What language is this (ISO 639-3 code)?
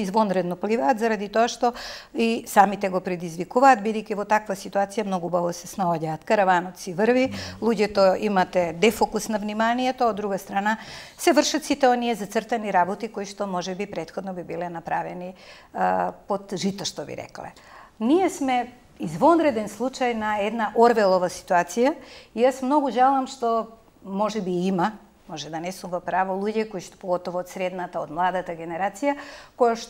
mkd